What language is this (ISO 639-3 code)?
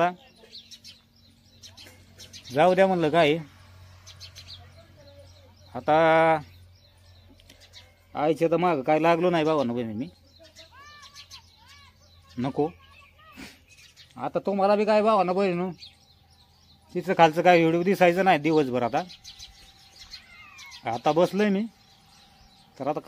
mar